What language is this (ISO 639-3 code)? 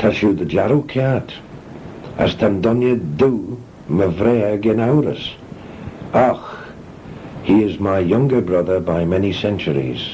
glv